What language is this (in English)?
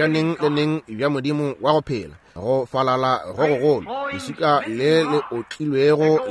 Northern Sotho